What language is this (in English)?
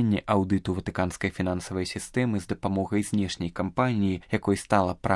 Belarusian